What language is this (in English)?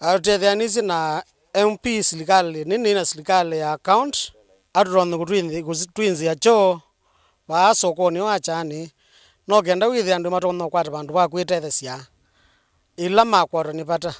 Kamba